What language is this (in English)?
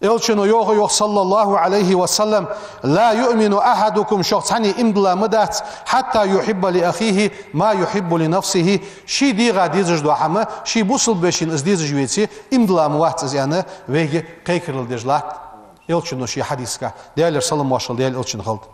Ingush